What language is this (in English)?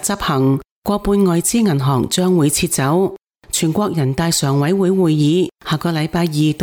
Cantonese